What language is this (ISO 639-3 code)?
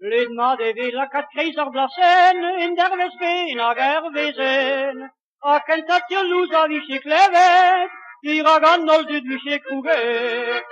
bre